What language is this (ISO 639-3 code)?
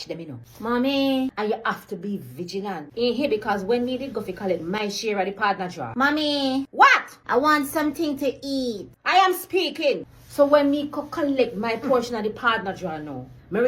jam